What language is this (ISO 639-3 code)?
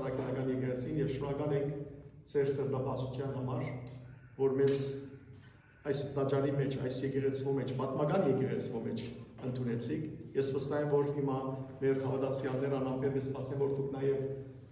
hyw